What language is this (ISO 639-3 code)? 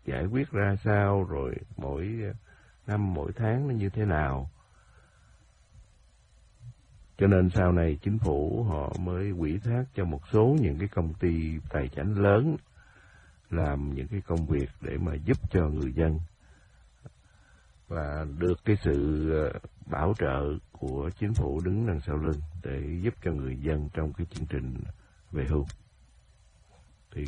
vie